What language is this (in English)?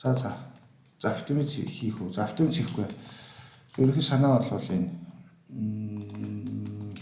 Mongolian